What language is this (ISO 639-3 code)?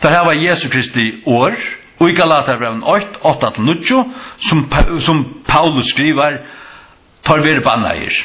fao